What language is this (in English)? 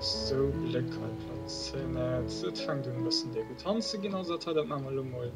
Luxembourgish